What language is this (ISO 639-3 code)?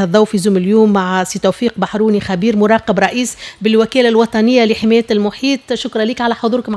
aeb